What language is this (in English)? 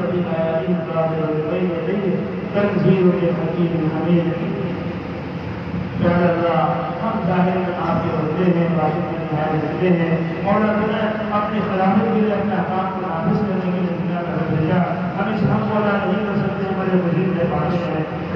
Urdu